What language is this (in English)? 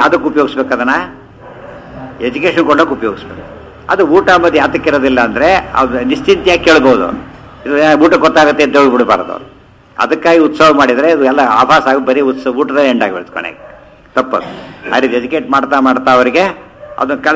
Kannada